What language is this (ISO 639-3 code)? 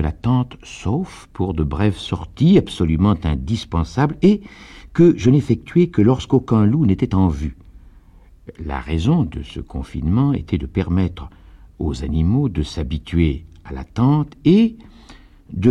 fra